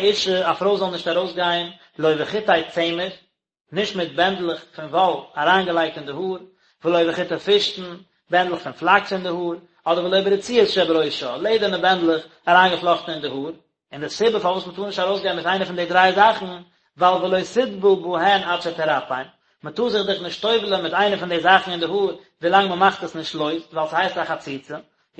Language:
Yiddish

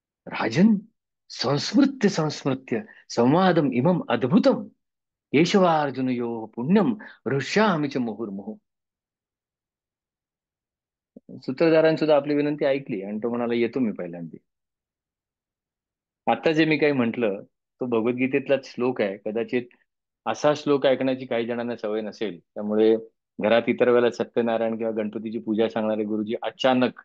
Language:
Marathi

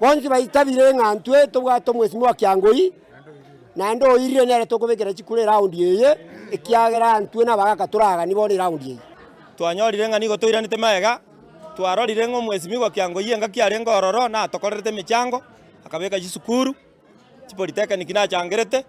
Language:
Gusii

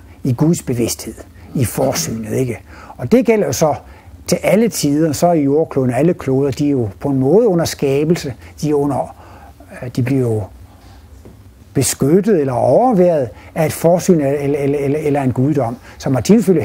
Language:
Danish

